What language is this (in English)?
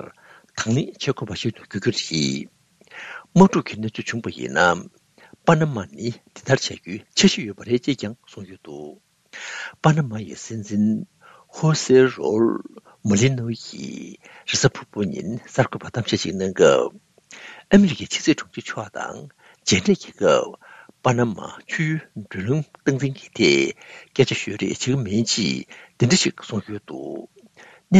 Tibetan